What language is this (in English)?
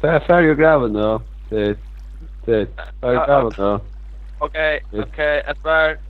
Faroese